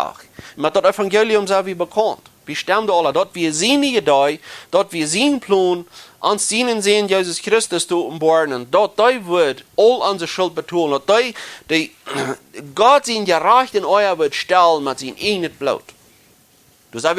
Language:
Plautdietsch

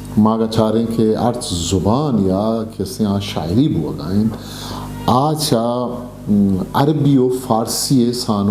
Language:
Eastern Balochi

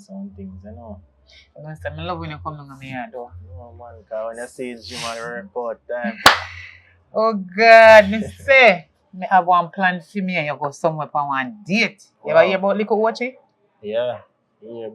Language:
Jamaican Creole English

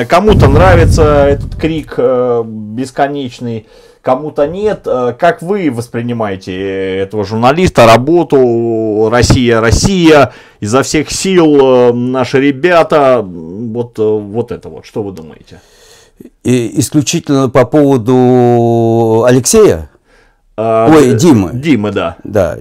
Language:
Russian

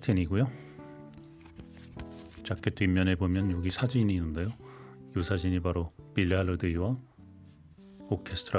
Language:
Korean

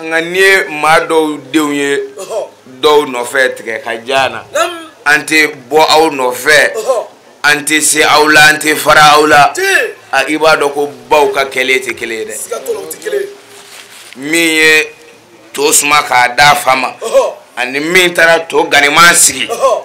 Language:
Bambara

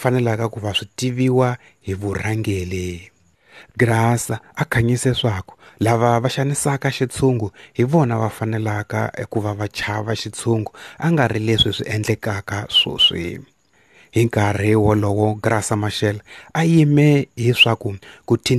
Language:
Tsonga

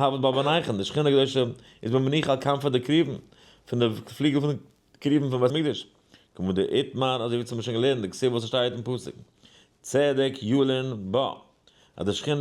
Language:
Yiddish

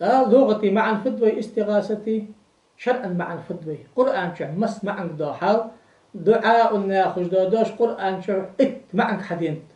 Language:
Ingush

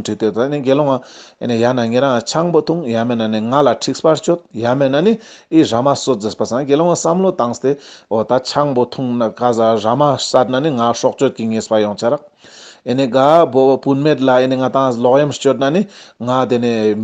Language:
Ladakhi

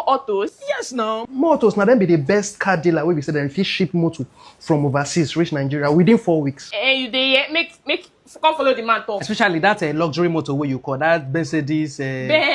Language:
Nigerian Pidgin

